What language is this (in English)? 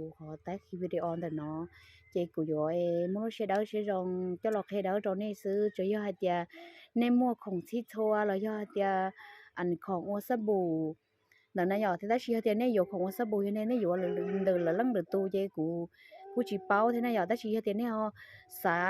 Hmong